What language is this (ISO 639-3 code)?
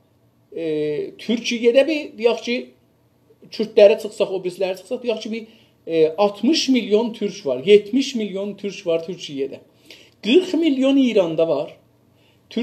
azb